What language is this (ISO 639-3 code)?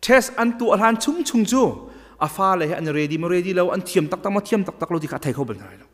cnh